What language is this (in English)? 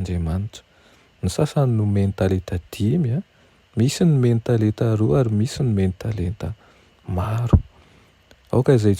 Malagasy